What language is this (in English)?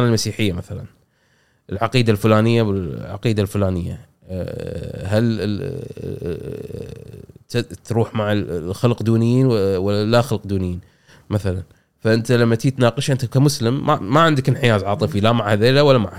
Gulf Arabic